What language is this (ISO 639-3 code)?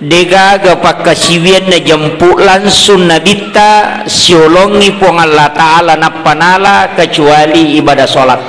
bug